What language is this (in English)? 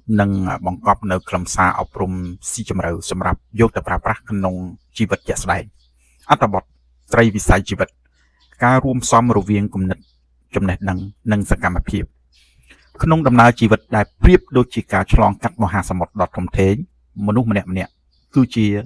Khmer